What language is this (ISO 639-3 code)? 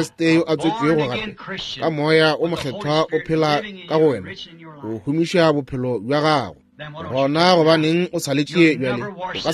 nso